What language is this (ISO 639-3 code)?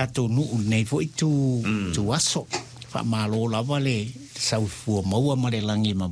smo